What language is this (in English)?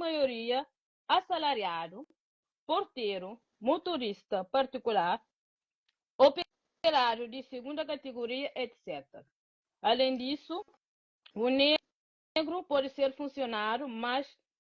Kabuverdianu